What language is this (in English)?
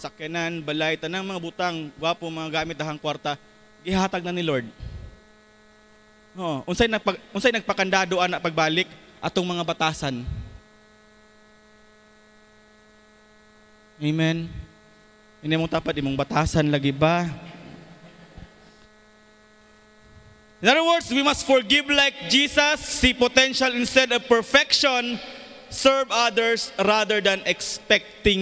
Cebuano